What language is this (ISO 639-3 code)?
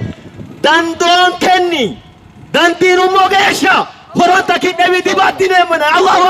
sid